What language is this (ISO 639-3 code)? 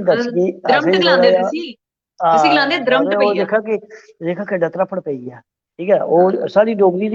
doi